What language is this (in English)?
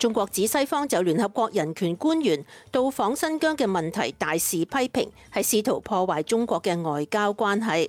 Cantonese